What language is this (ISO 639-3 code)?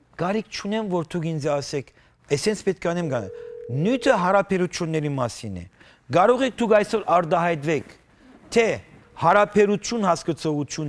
hyw